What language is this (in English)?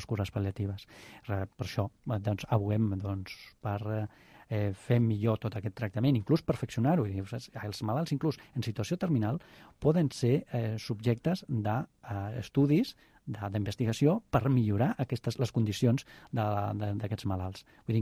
Catalan